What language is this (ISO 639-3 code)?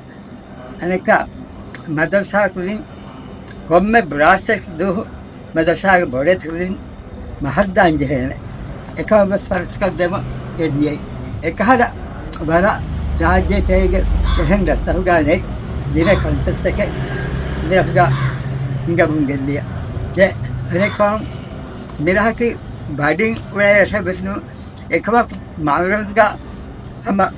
div